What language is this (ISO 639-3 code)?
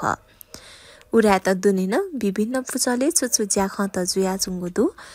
new